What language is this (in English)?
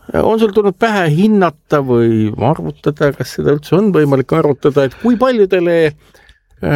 Estonian